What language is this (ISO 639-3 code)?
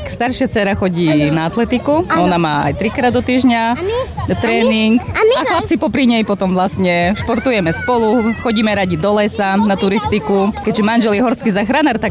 slk